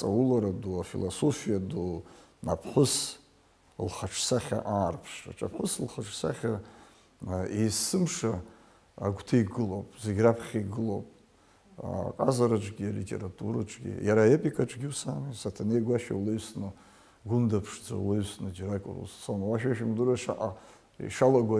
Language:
Abkhazian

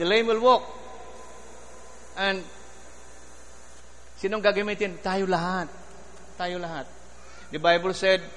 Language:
Filipino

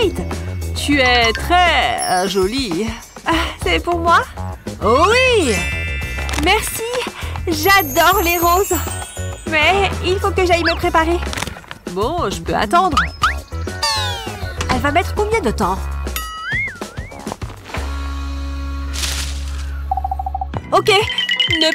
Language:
French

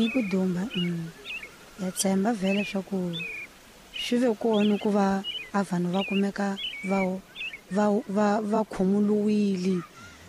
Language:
Tsonga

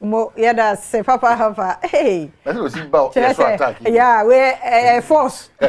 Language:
Akan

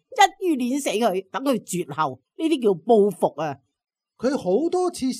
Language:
Cantonese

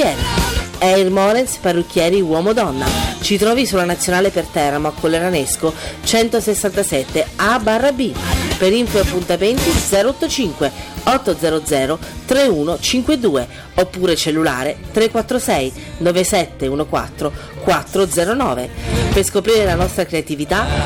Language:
Italian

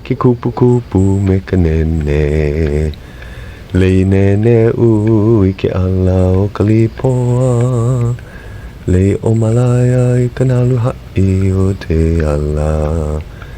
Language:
Hawaiian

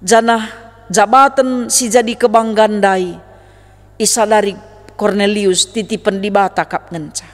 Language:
Batak Karo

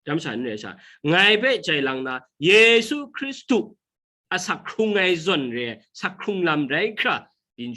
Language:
Kachin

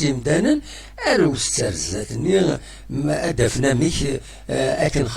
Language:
Kabyle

